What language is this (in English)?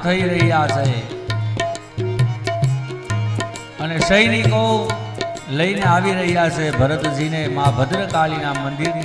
Gujarati